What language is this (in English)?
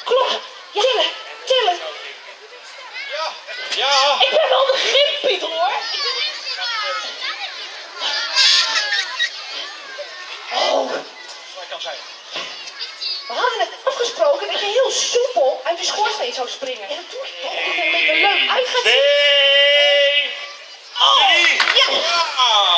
Dutch